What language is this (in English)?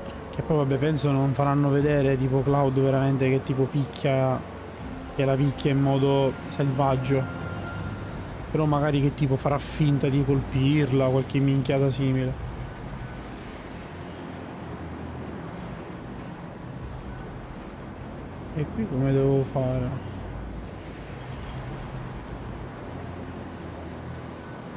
Italian